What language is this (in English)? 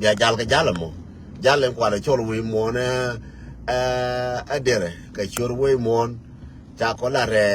Nuer